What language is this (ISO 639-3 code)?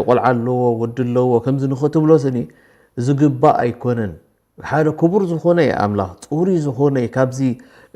tir